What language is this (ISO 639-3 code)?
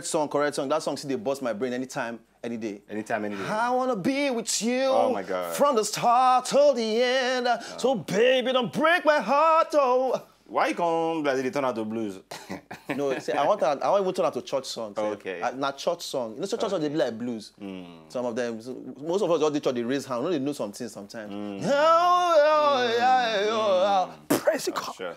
pcm